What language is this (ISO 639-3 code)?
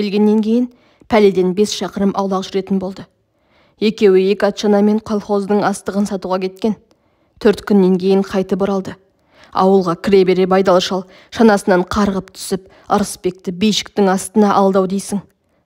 kaz